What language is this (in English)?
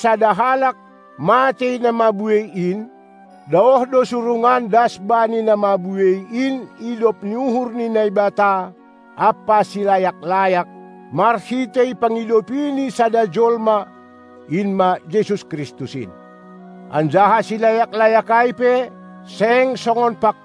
Batak Simalungun